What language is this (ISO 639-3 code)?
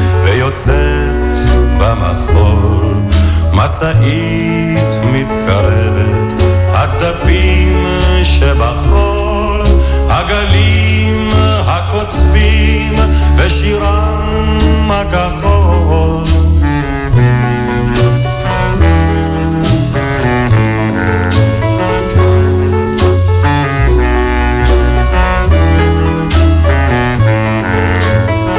heb